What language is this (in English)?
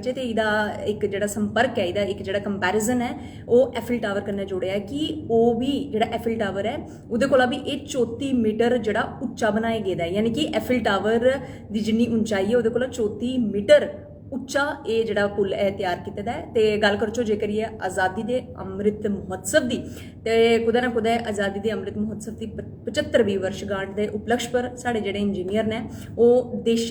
Dogri